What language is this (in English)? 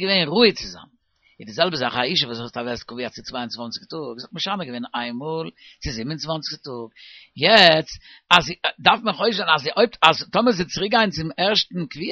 Yiddish